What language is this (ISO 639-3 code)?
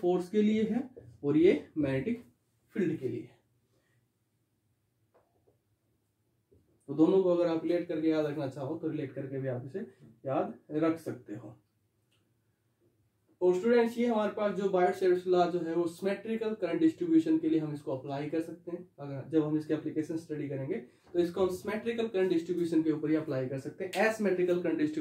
hin